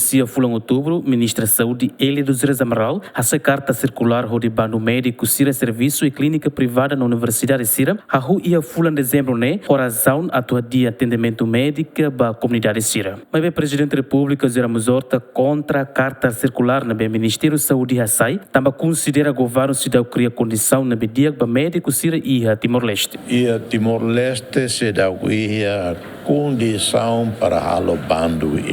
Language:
Tetum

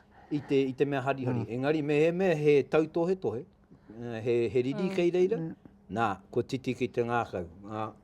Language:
Māori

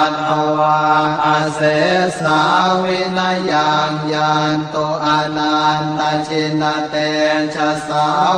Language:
Pali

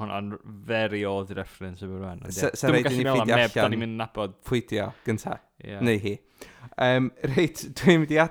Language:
Welsh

